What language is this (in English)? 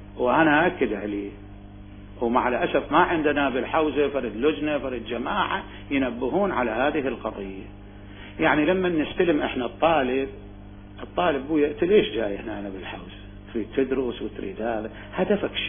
Mesopotamian Arabic